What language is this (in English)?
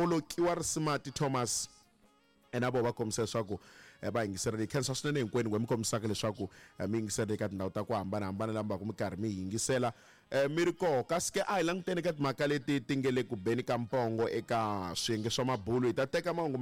Tsonga